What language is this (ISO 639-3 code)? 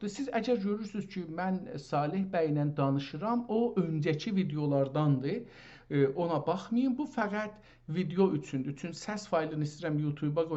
azb